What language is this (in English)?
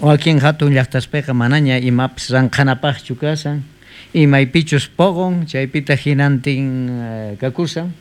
South Bolivian Quechua